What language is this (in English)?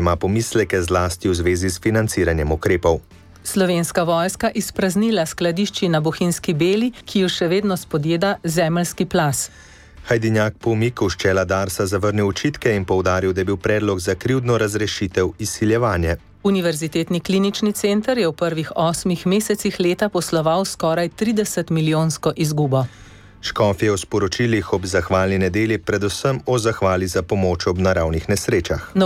Slovenian